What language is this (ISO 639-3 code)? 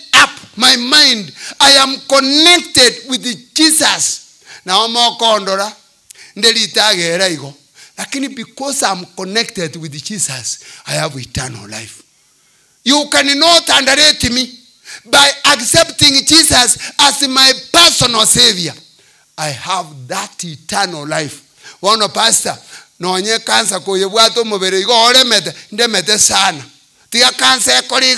guz